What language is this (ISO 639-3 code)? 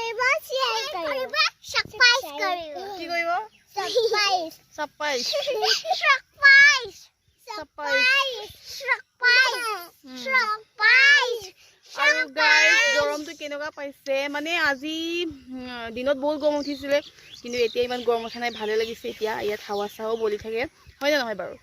asm